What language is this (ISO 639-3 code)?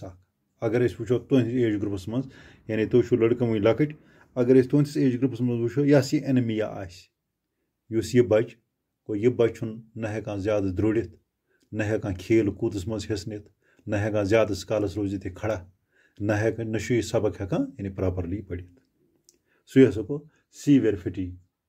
kas